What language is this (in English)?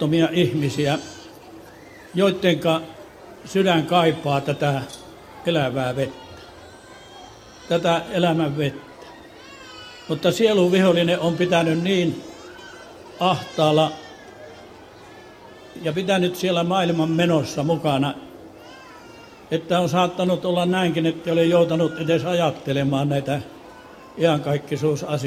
Finnish